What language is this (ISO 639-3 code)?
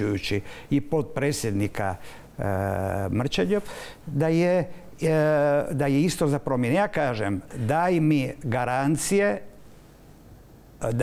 hrv